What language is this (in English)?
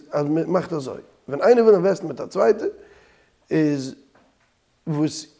Yiddish